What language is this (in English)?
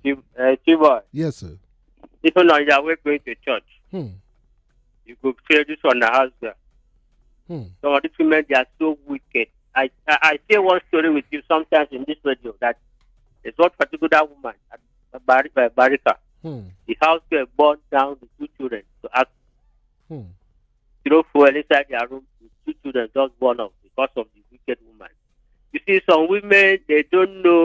Nigerian Pidgin